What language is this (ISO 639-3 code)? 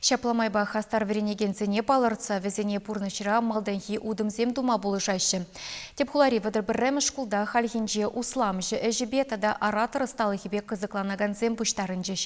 chv